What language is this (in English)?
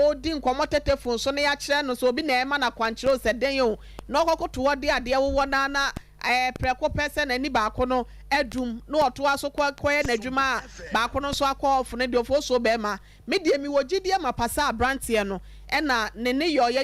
Akan